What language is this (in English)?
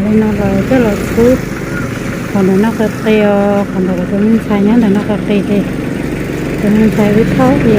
Hmong